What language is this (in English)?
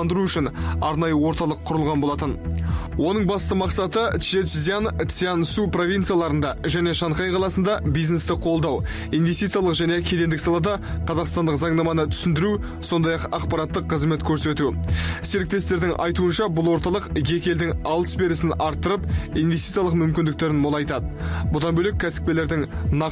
Kazakh